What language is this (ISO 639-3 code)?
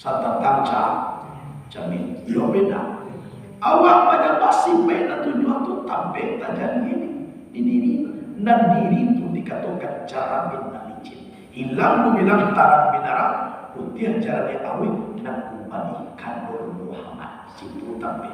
min